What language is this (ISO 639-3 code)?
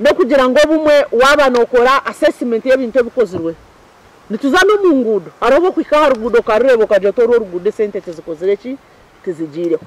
nyn